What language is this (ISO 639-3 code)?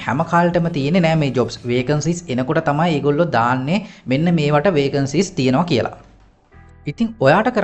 sin